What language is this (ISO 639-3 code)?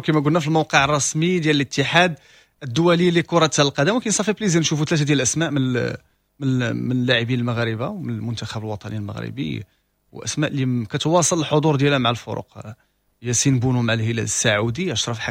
ary